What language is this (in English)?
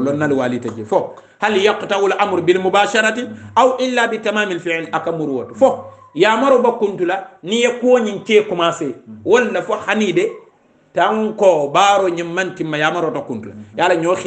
Hausa